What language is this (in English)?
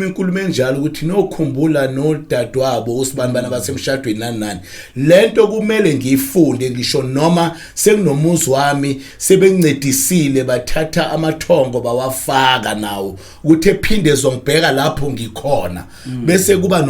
Zulu